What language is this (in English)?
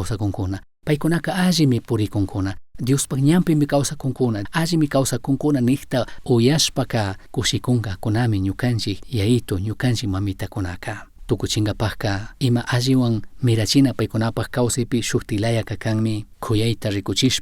Chimborazo Highland Quichua